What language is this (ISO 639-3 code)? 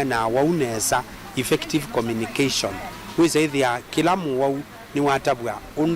kam